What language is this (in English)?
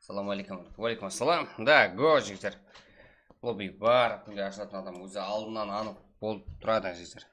Kara-Kalpak